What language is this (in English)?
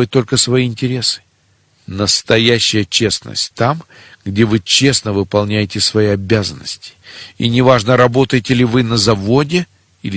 Russian